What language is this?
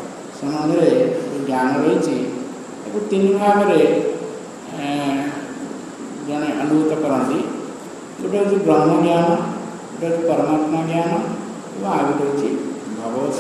Odia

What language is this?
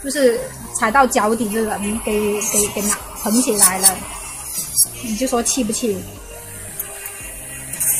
Chinese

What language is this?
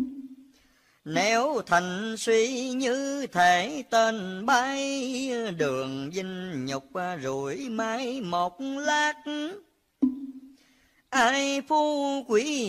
Vietnamese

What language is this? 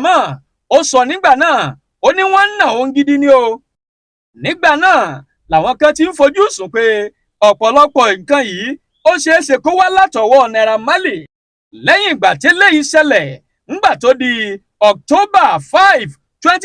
Yoruba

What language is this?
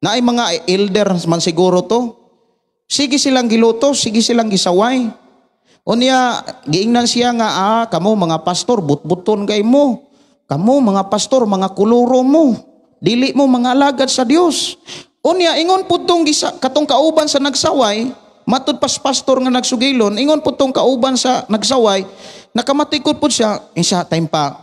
Cebuano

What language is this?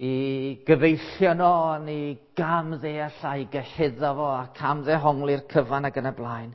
Welsh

